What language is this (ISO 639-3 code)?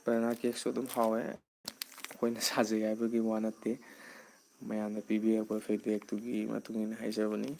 mni